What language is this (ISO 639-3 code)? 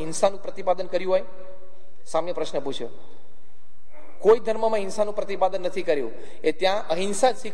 guj